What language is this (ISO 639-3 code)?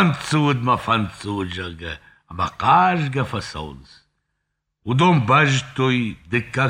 oss